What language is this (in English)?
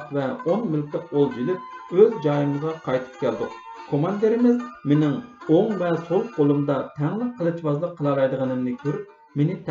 Uyghur